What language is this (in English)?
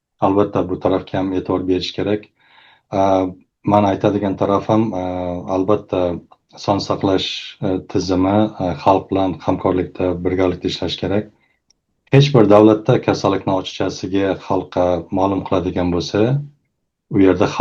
Uzbek